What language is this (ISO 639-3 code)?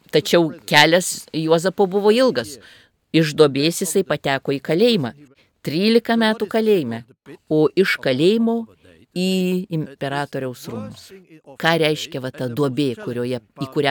lit